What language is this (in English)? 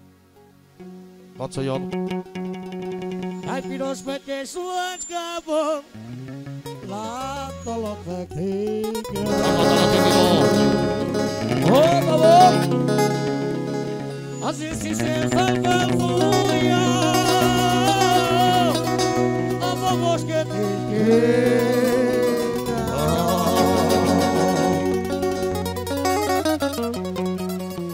Hungarian